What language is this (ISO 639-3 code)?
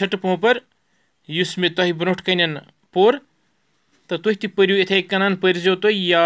kas